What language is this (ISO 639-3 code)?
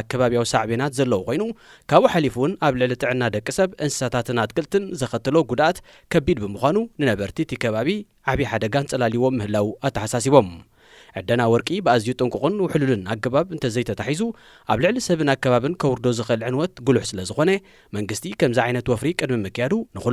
tir